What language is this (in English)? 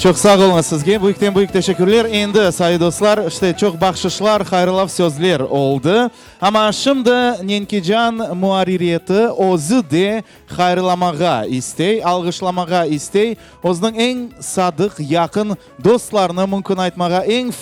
Crimean Tatar